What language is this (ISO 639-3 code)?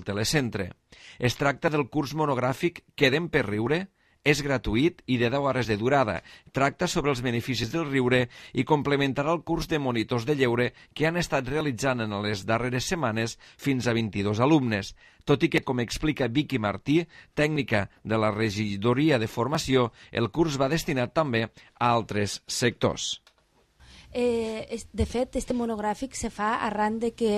cat